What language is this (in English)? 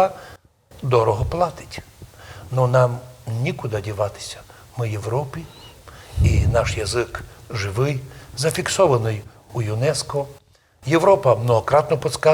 Rusyn